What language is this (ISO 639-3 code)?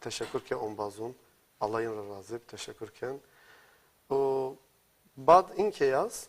zza